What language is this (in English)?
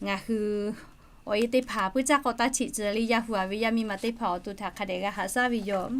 Lahu